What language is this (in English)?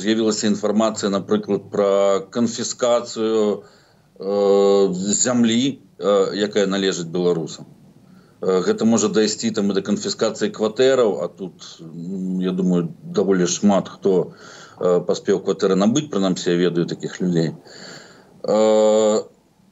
Belarusian